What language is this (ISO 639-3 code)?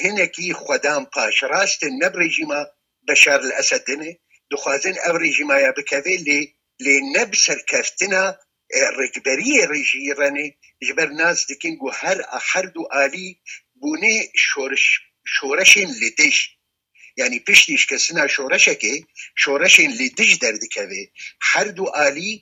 kur